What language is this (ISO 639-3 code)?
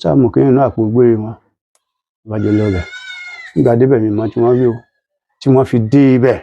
yor